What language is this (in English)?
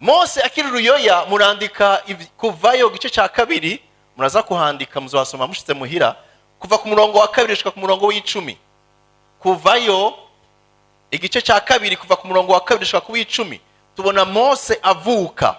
Rundi